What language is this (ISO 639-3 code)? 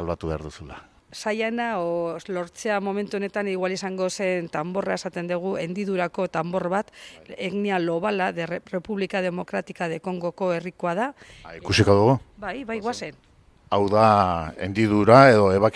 eus